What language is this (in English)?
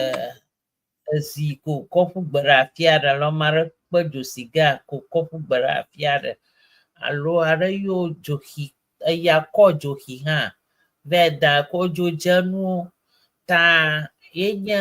Ewe